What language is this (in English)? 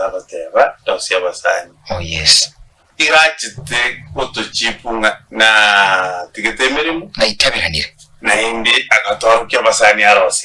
Gusii